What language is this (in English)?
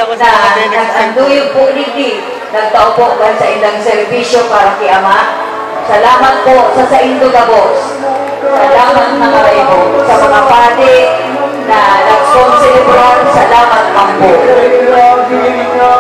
Bikol